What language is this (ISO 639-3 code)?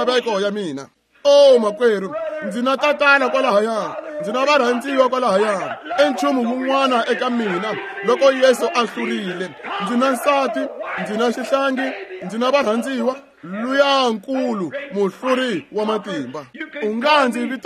tso